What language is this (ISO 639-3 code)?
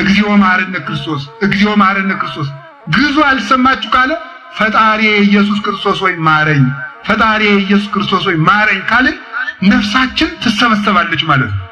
amh